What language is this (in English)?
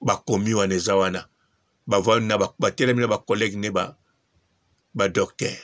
Lingala